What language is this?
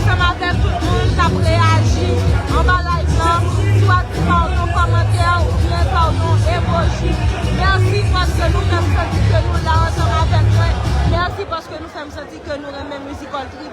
Haitian Creole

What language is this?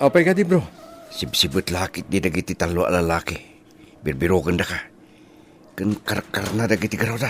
Iloko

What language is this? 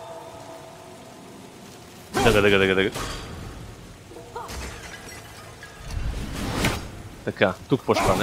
Bulgarian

